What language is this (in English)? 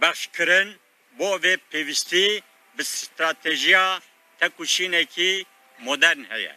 Kurdish